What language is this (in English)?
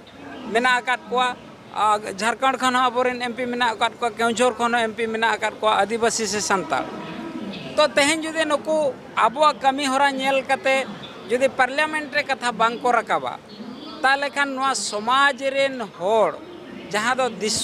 Santali